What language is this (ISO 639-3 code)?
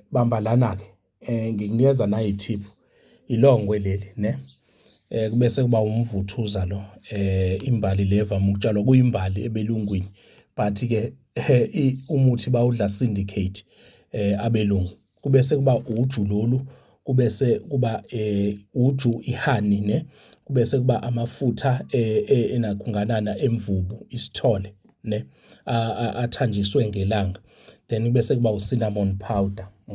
zul